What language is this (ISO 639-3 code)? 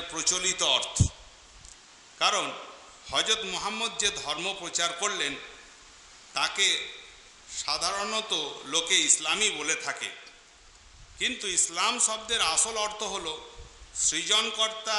ben